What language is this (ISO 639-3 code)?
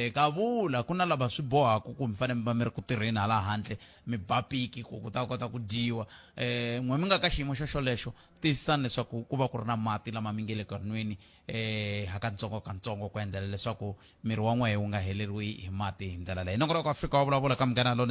tso